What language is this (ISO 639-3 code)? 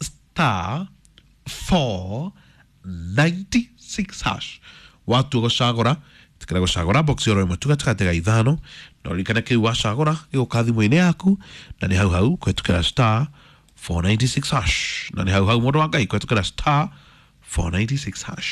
kik